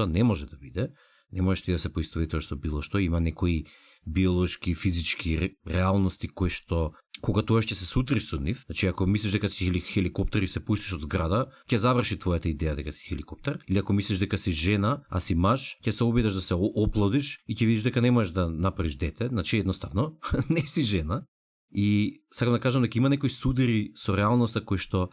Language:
Macedonian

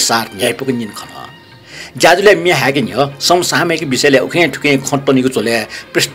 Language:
Newari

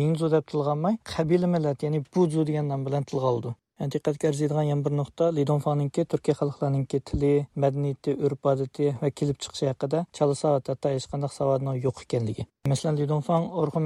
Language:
Uyghur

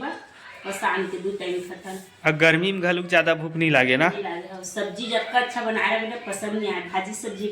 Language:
Chhattisgarhi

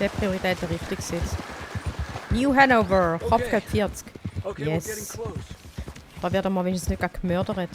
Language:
Swiss German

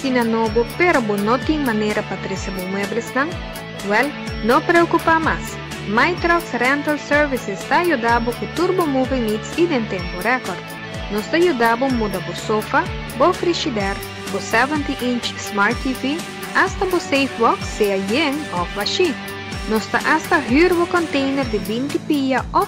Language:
Papiamento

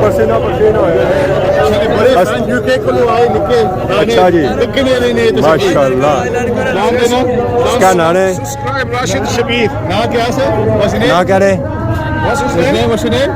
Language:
Pahari-Potwari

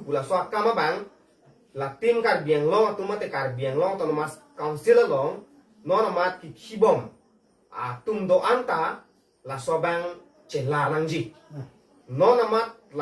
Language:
Karbi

